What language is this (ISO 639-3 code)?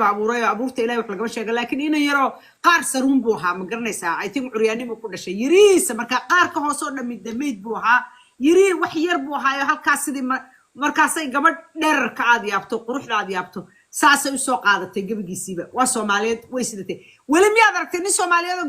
som